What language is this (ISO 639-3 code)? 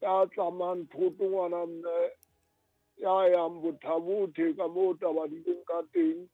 sot